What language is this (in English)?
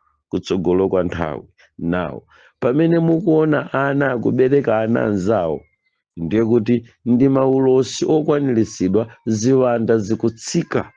Nyanja